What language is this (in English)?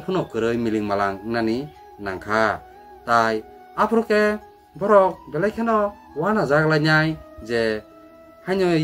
Kok Borok